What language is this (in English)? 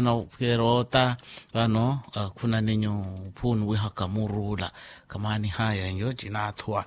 Makhuwa